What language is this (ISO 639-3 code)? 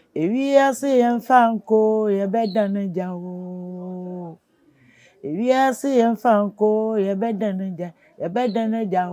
aka